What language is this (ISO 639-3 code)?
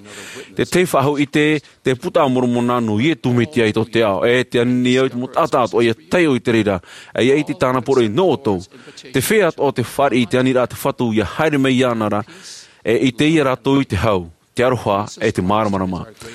tah